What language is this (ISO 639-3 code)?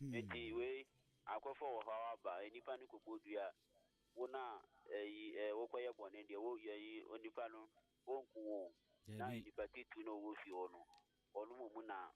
aka